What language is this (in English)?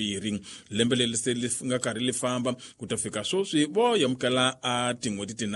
Tsonga